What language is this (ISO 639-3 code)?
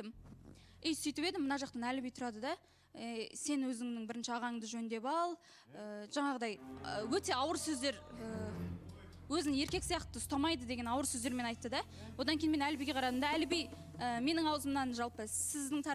kaz